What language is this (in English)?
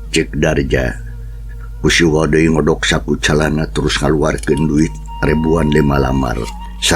Sundanese